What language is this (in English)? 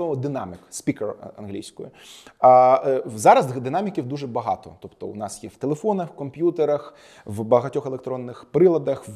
Ukrainian